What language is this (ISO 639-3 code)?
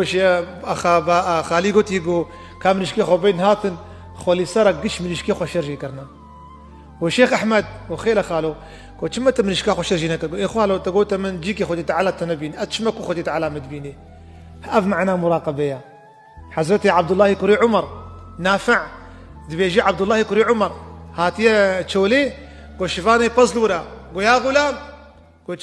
kur